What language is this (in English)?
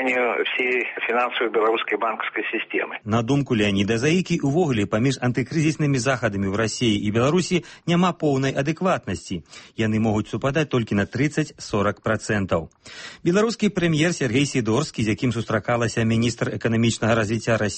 Belarusian